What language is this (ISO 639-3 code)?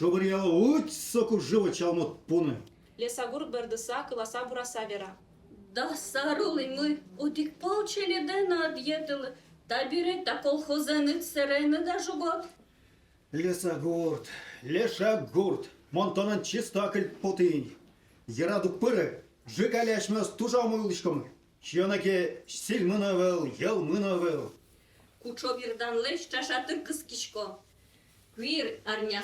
udm